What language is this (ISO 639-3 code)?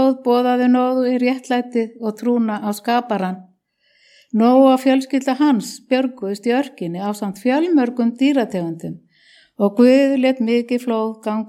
isl